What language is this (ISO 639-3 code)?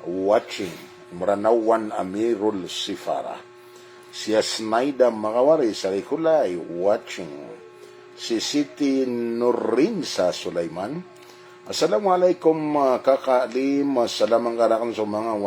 mrw